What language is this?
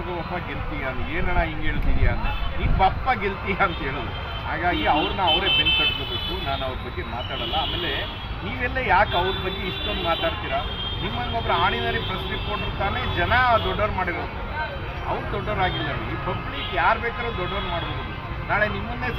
Kannada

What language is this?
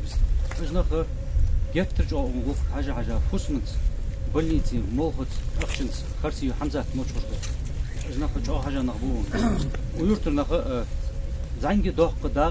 Ingush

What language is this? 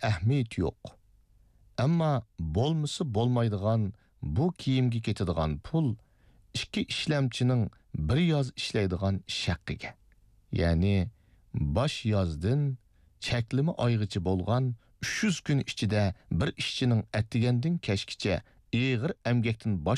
Uyghur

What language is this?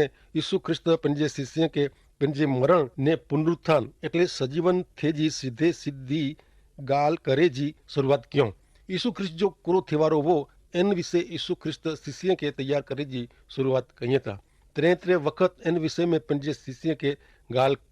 Kachhi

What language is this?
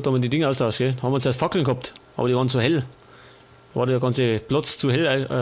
Bavarian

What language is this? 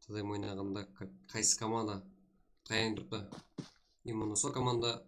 Kara-Kalpak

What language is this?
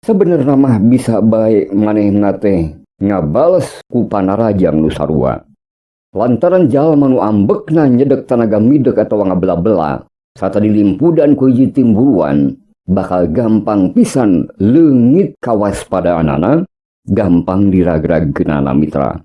Sundanese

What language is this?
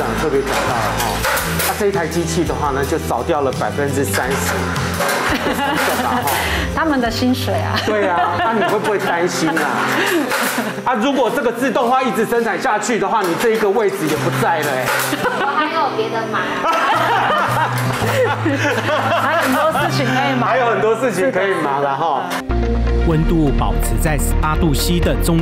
Chinese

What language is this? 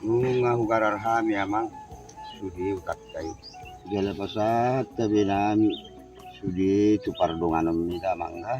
Batak Toba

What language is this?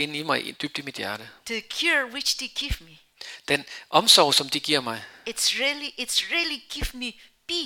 Danish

